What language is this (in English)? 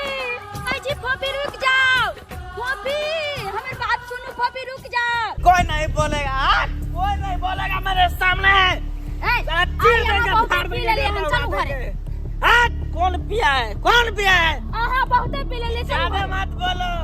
Maithili